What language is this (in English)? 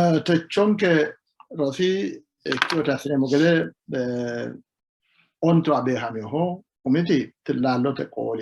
Sidamo